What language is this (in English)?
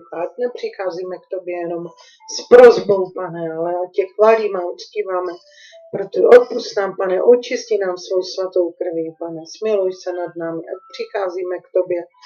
Czech